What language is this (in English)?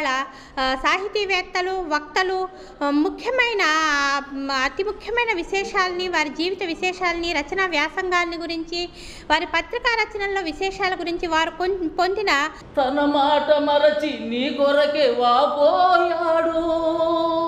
Telugu